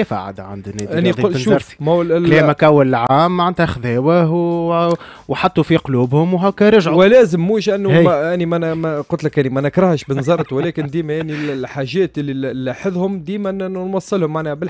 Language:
Tunisian Arabic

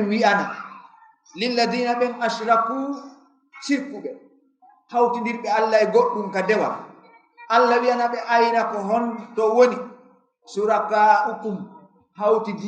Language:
Fula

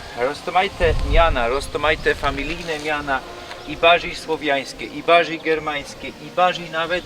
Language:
Silesian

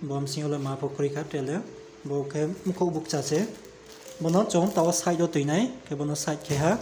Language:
Riang (India)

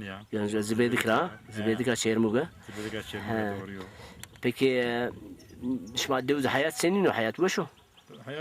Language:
Zaza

